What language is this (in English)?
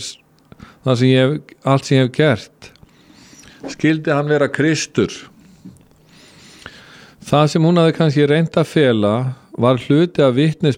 Icelandic